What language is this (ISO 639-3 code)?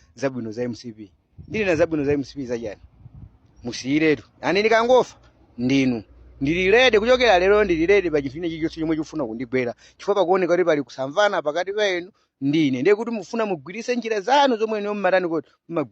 nya